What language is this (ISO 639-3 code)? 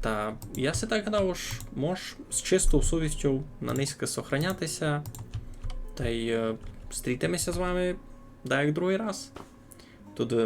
rue